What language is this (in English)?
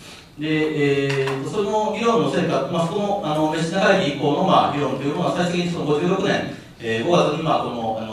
Japanese